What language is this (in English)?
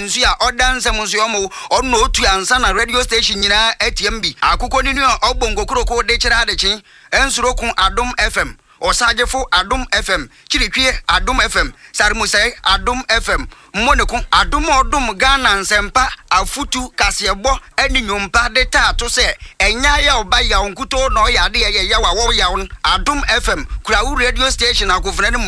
Akan